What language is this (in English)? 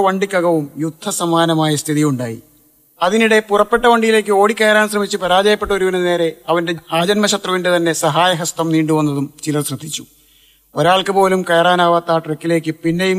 Malayalam